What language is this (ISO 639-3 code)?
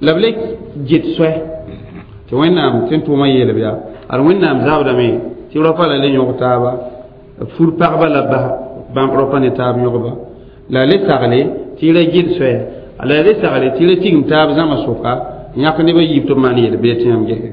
mos